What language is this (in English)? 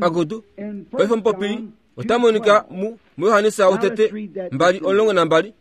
Kuanyama